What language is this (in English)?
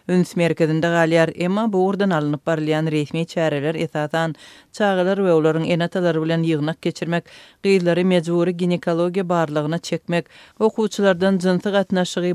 Turkmen